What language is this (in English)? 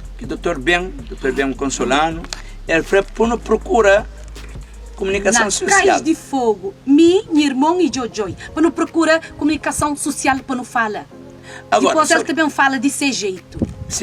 Kabuverdianu